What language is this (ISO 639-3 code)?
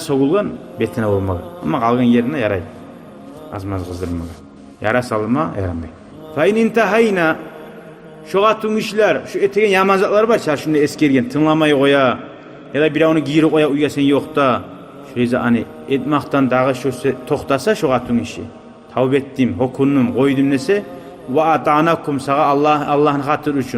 kum